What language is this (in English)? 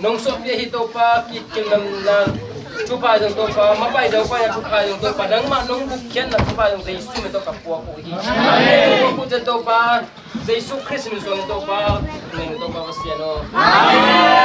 Tedim Chin